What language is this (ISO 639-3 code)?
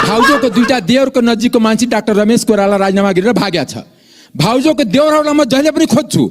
nep